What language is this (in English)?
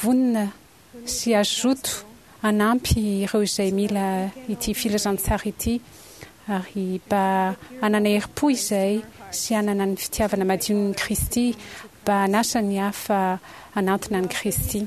Malagasy